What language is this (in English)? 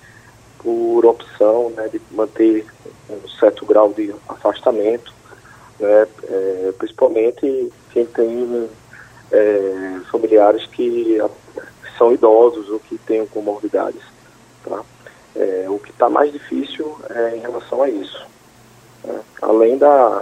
Portuguese